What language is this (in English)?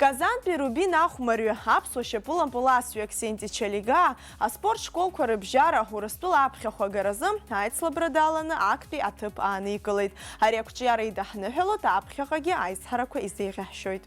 Abkhazian